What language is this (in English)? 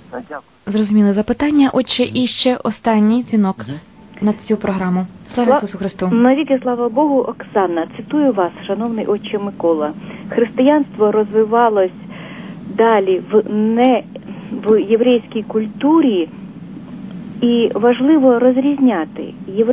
Ukrainian